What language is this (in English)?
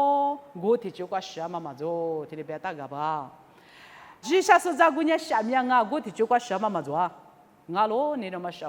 Lisu